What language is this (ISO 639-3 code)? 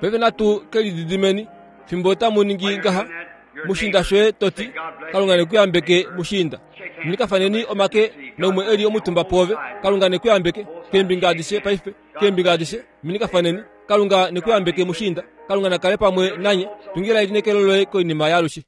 kua